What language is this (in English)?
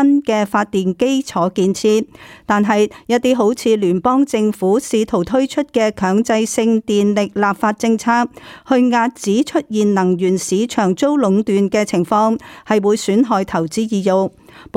Cantonese